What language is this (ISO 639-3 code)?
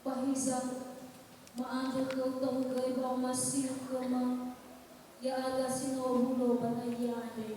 nia